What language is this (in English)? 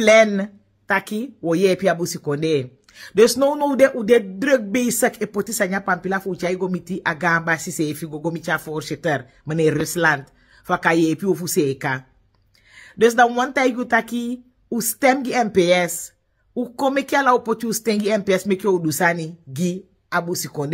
Sranan Tongo